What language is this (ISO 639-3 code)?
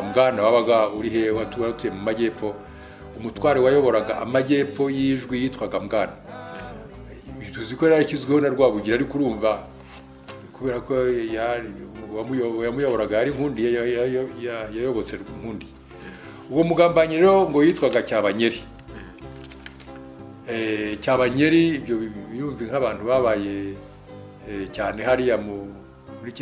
kin